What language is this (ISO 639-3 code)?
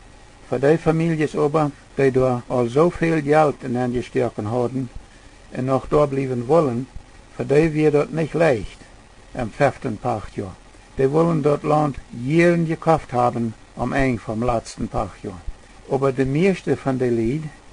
pdt